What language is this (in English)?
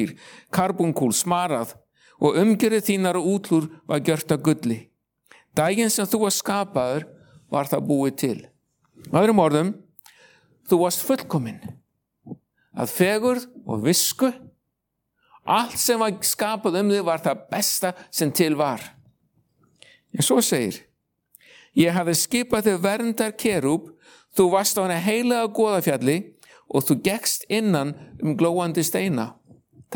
Icelandic